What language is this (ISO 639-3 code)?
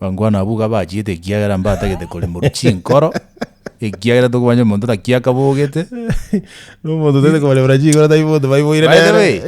guz